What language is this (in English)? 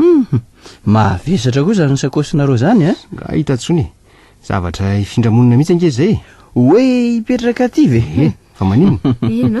Malagasy